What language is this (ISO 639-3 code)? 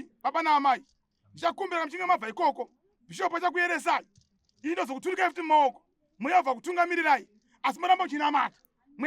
sna